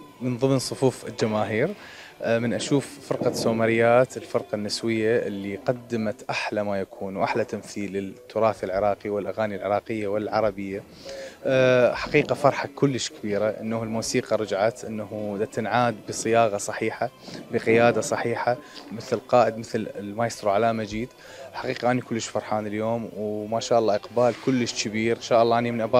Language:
Mesopotamian Arabic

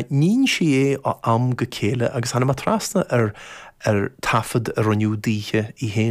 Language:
Irish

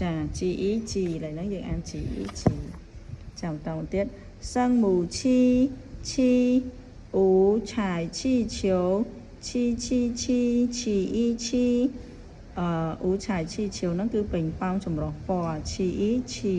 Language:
Khmer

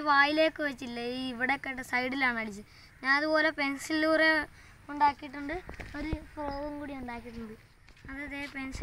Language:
Malayalam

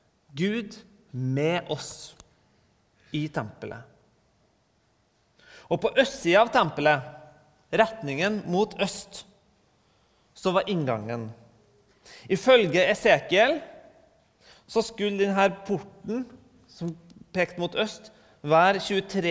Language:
Norwegian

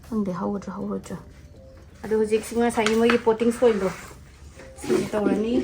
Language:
Manipuri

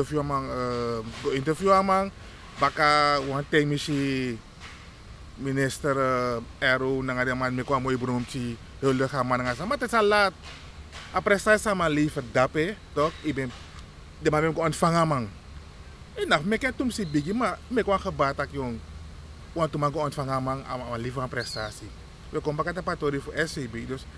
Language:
Sranan Tongo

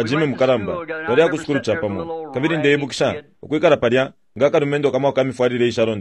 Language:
Bemba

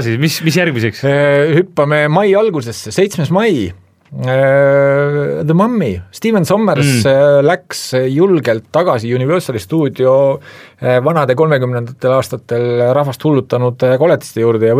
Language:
Estonian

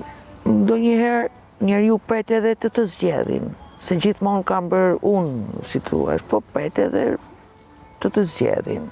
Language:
Albanian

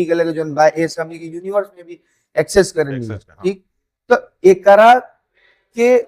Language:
Bhojpuri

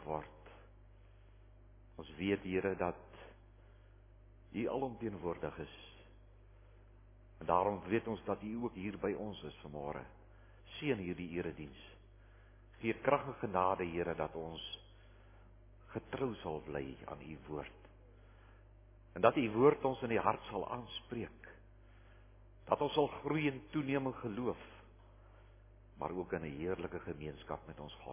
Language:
Afrikaans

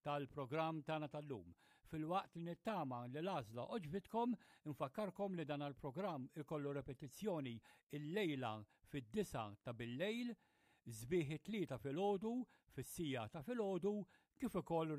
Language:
Maltese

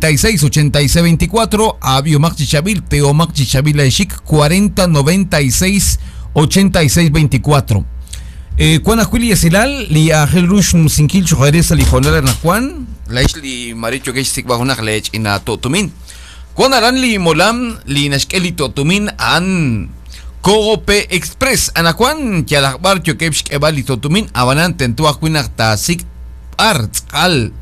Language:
Kekchí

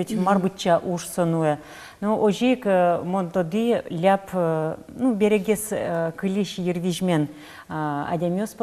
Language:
Udmurt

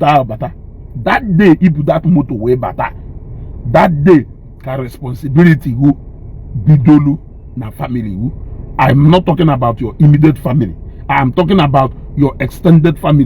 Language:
Igbo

